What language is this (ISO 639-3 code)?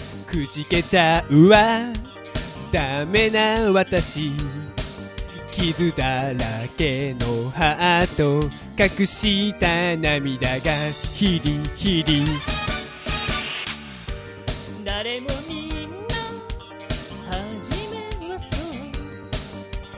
jpn